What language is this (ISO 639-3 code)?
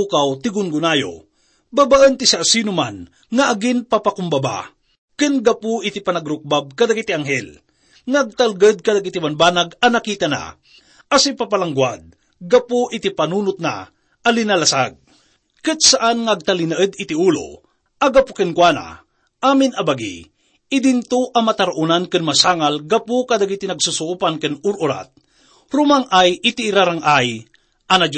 ilo